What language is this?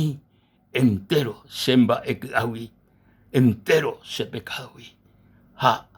Guarani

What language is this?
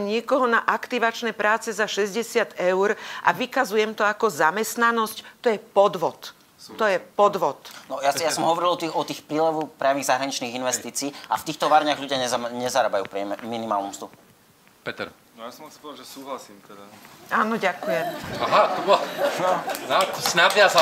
Slovak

